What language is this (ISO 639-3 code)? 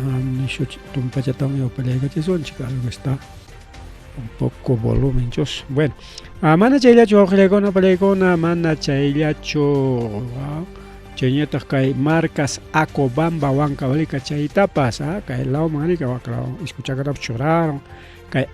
quy